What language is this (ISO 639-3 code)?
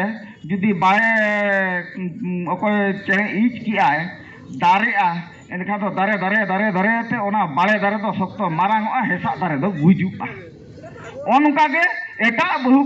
sat